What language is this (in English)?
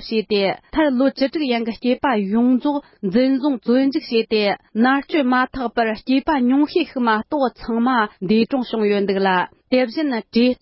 Tibetan